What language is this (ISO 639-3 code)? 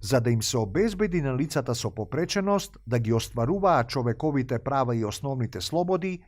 mkd